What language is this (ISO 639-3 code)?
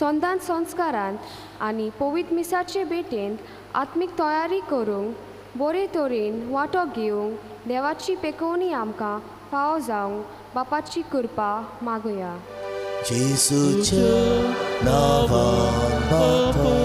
kok